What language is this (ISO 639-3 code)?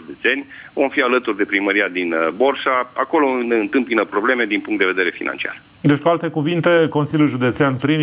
ron